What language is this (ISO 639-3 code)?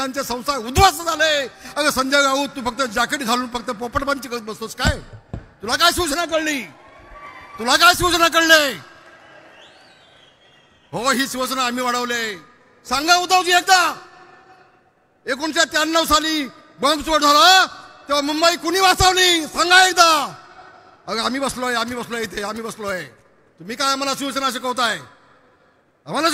mar